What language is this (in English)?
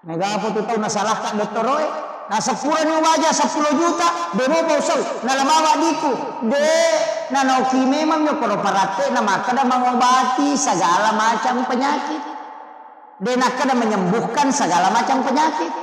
Buginese